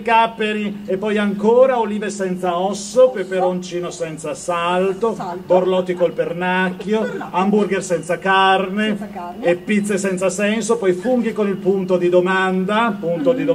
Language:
Italian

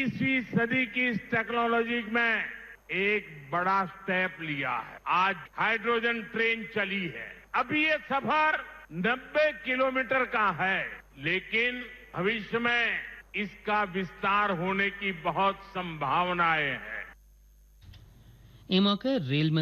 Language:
Hindi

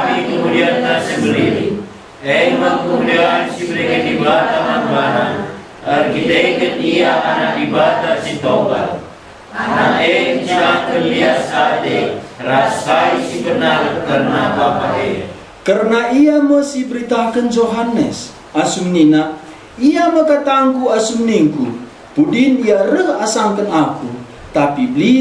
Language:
Batak Karo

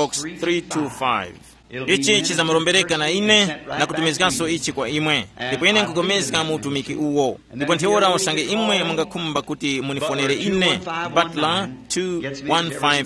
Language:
Tumbuka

